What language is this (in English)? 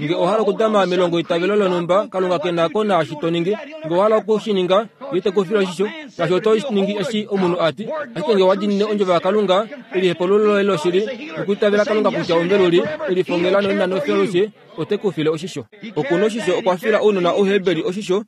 Kuanyama